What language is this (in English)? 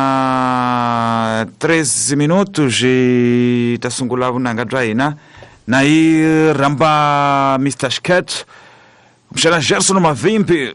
Tsonga